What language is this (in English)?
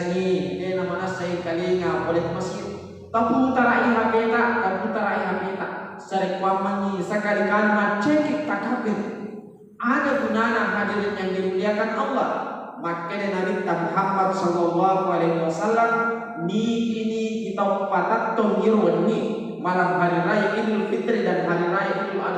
Buginese